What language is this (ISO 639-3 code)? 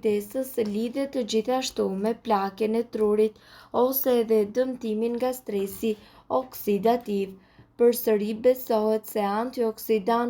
sqi